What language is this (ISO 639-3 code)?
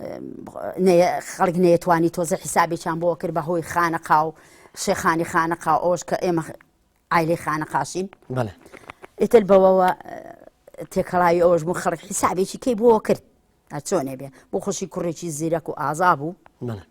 ckb